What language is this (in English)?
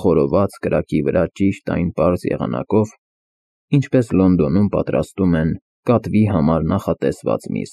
Armenian